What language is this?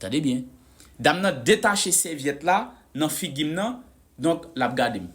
Haitian Creole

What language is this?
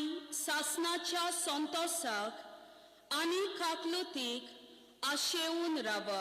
Konkani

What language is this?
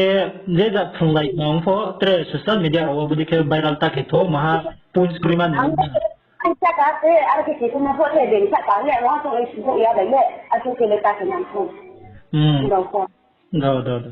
Riang (India)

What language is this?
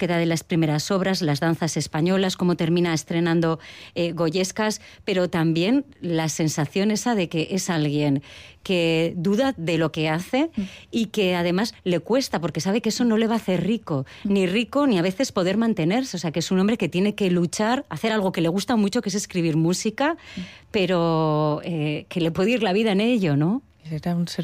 Spanish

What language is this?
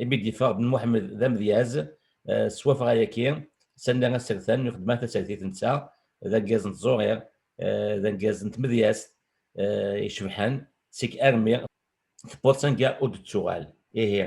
Kabyle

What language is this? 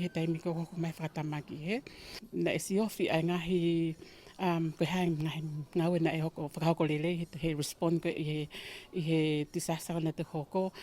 Tongan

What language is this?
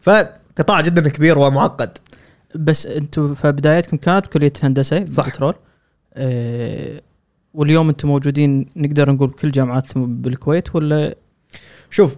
Gulf Arabic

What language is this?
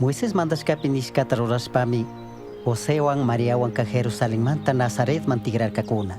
Chimborazo Highland Quichua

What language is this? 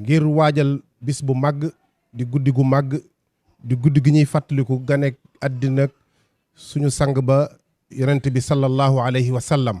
Wolof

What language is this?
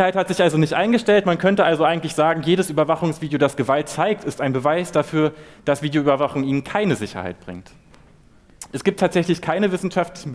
German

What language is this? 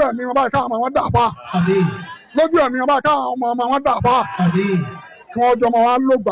Yoruba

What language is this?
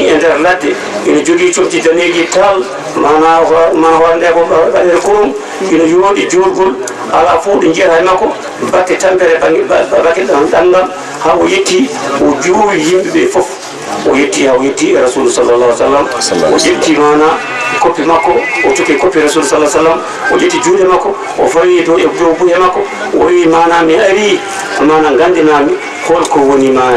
Fula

